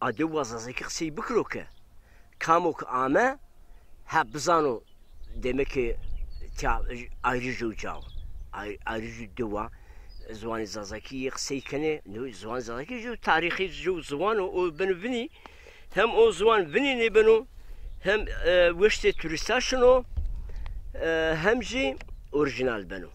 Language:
Zaza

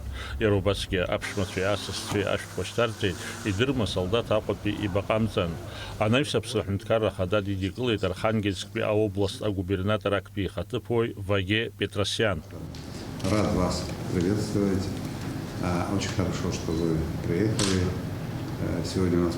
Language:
Abkhazian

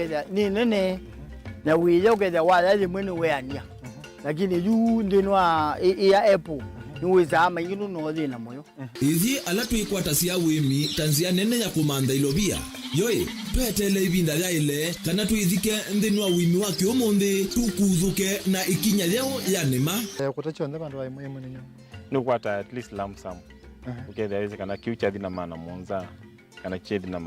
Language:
Kamba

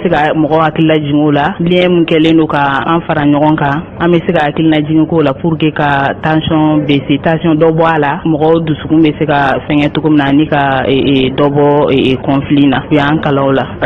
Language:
Bambara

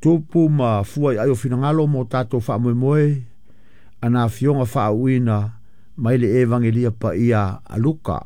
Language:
Samoan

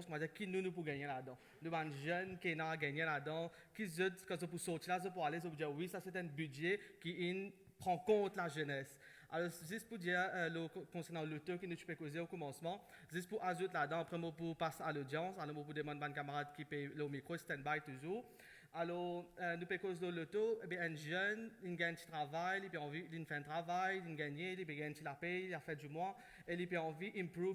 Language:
Morisyen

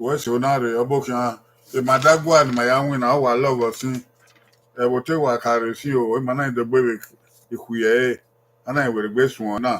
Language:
Bini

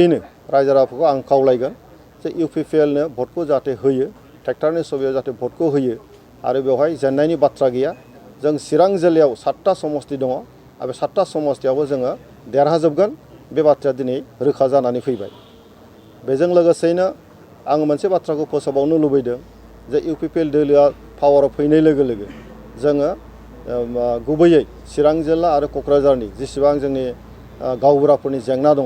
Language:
Bodo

